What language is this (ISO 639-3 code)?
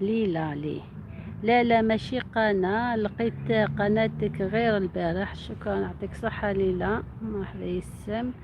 arq